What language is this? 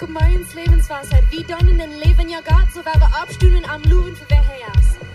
Plautdietsch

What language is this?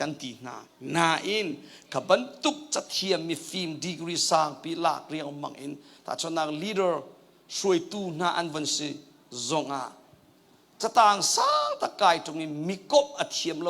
Hakha Chin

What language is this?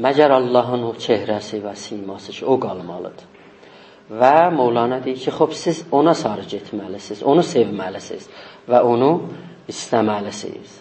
South Azerbaijani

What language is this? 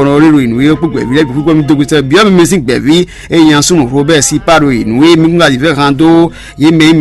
Fon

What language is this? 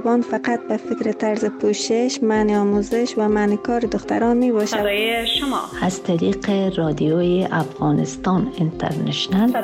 Persian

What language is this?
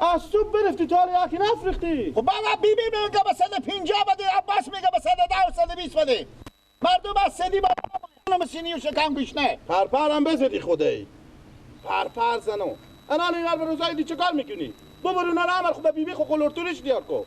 Persian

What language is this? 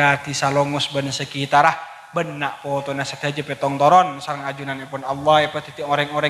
Madurese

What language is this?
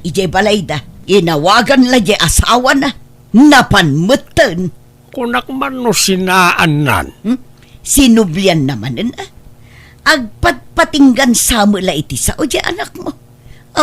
Iloko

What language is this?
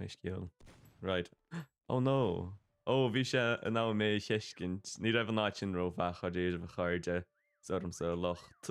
Irish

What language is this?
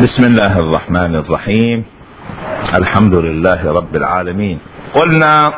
Mesopotamian Arabic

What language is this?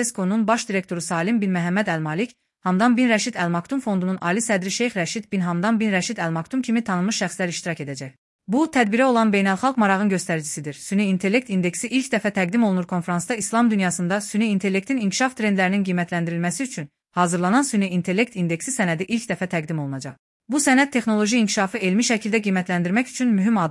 Azerbaijani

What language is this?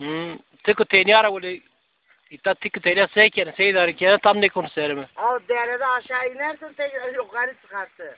Zaza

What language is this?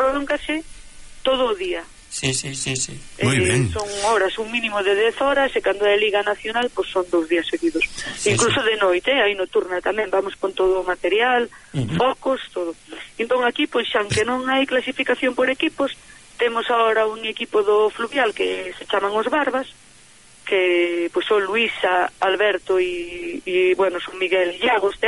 Galician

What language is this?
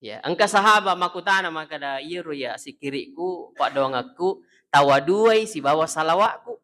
Buginese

